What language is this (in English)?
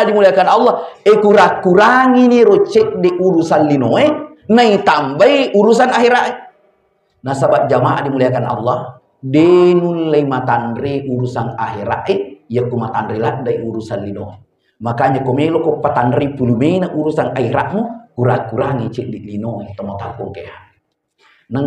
Buginese